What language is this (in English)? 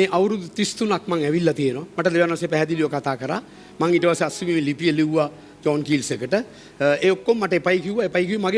Sinhala